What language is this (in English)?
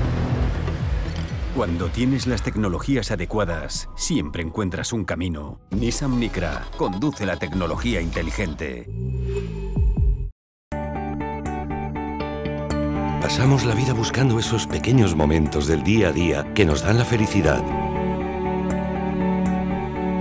Spanish